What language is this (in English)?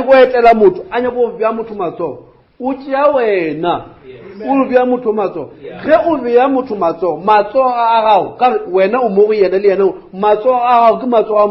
Northern Sotho